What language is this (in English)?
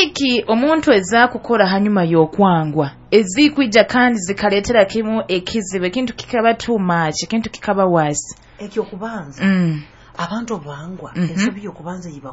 Nyoro